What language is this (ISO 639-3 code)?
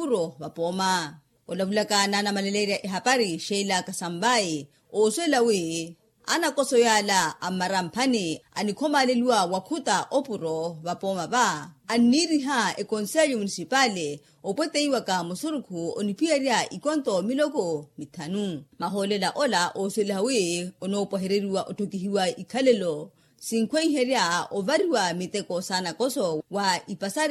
vmw